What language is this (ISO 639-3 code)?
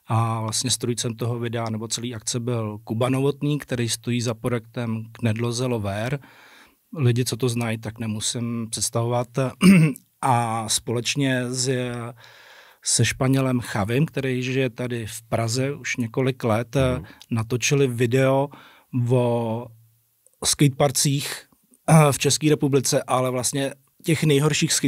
ces